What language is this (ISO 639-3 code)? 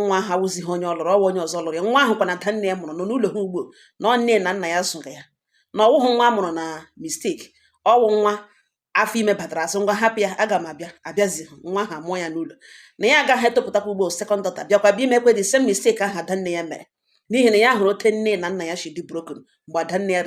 ibo